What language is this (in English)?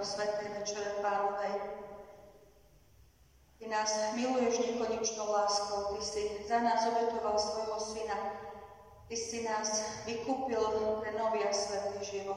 Slovak